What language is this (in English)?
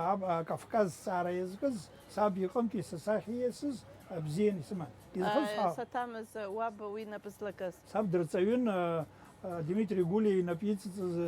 Abkhazian